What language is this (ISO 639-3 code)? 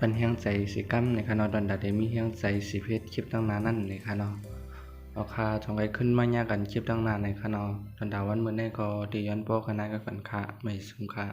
shn